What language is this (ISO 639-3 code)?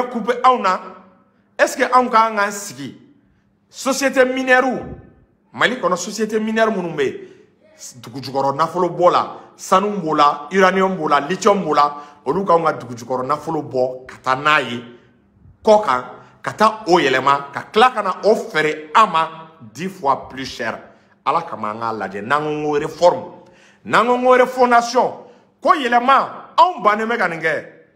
bam